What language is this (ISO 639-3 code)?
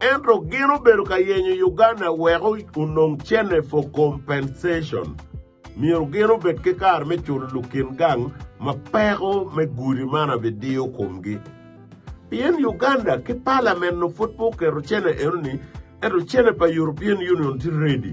ach